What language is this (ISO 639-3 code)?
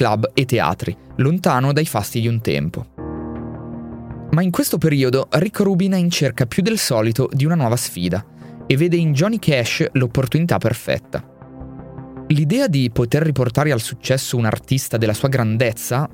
ita